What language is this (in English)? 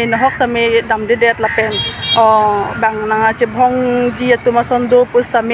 Karbi